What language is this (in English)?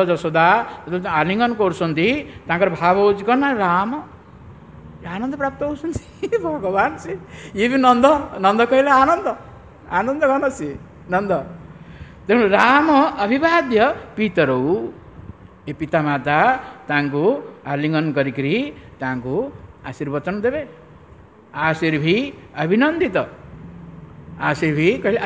Odia